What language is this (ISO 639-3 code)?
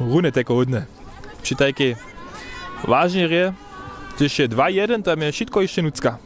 hsb